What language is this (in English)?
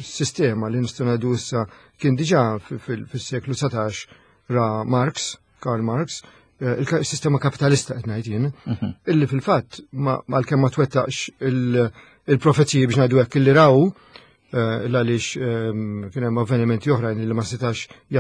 Maltese